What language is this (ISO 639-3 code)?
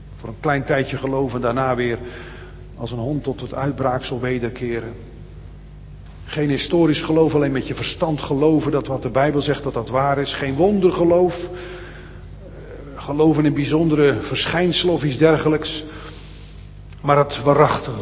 nld